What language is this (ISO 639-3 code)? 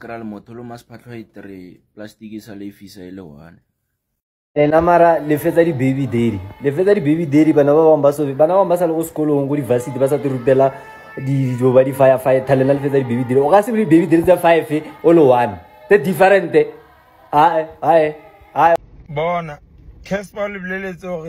sna